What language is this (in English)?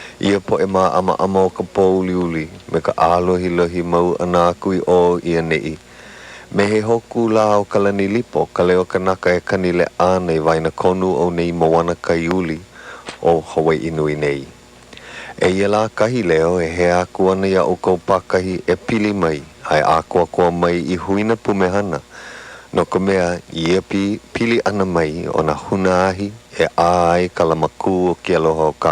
Hawaiian